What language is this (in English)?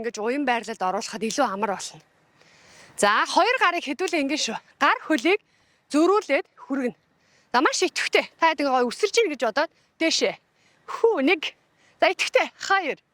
Mongolian